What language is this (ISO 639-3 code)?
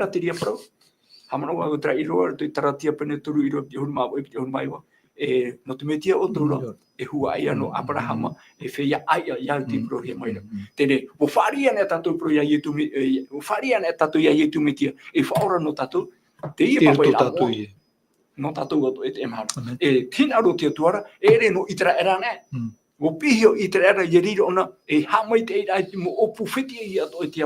tah